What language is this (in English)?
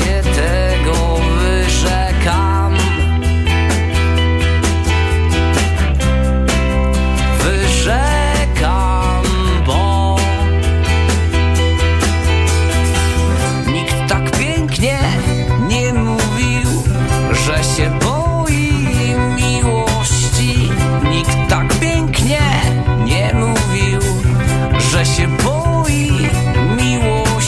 Polish